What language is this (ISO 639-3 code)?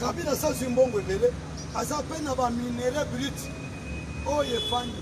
lin